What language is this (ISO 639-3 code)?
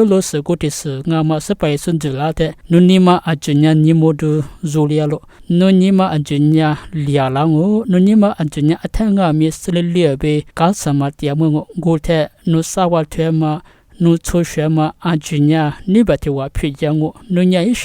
lis